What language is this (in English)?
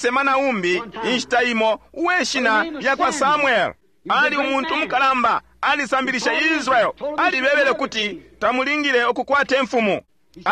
Bemba